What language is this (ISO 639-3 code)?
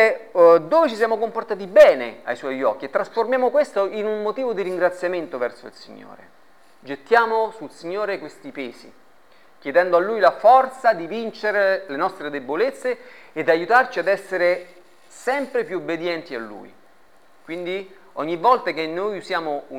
ita